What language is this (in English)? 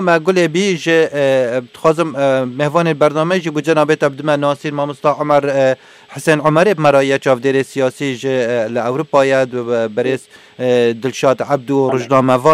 Kurdish